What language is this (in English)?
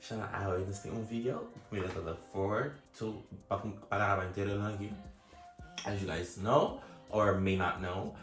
Papiamento